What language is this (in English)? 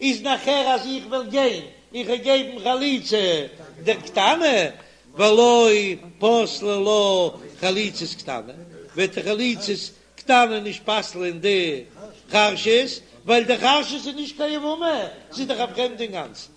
Yiddish